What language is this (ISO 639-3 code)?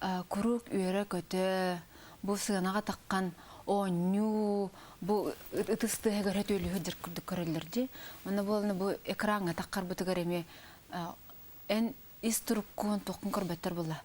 sah